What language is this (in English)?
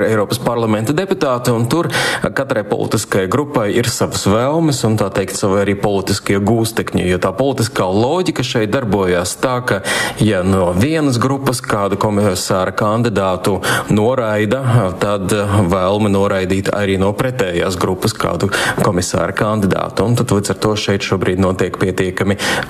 Latvian